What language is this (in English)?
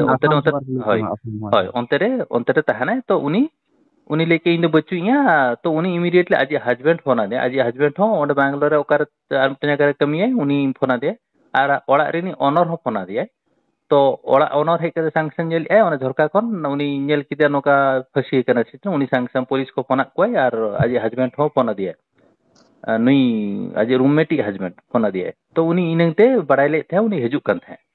Santali